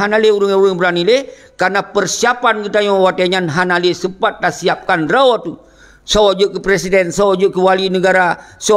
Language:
Achinese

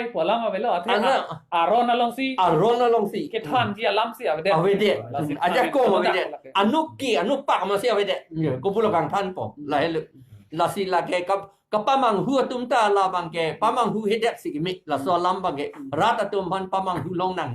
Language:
Karbi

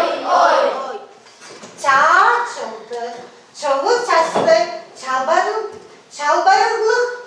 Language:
Tuvinian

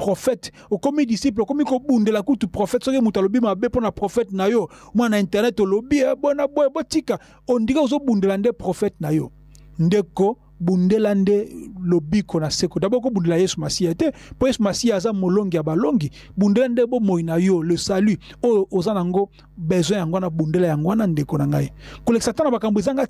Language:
Lingala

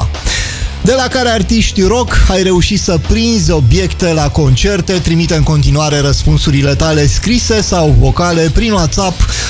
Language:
Romanian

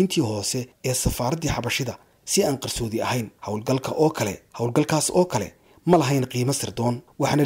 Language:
Somali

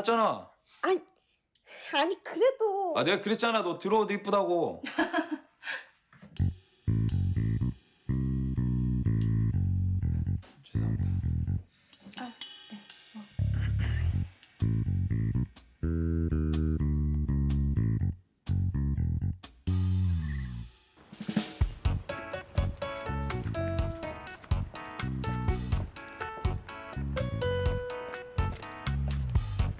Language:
Korean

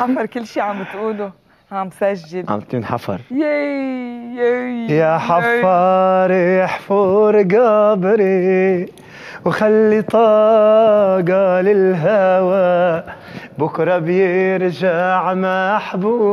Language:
North Levantine Arabic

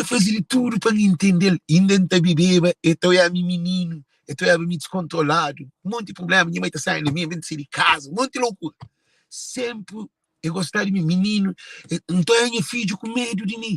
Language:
Kabuverdianu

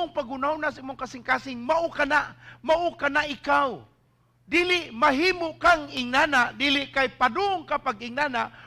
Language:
Cebuano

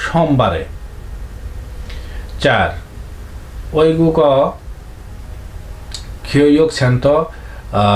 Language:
Bangla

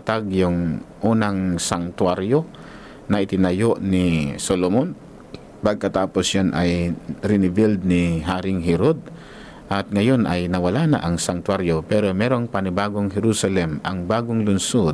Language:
Filipino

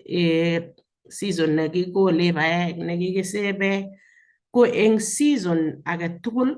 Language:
Kalenjin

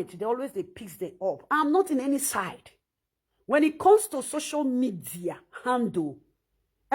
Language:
Nigerian Pidgin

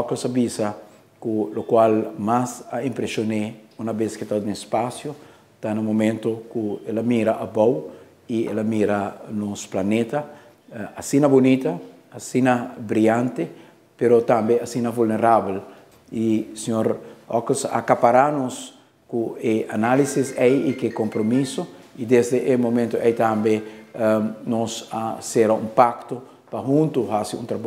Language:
Papiamento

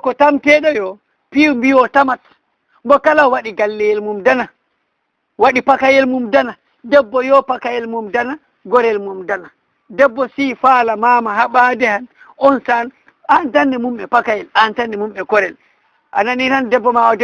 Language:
Fula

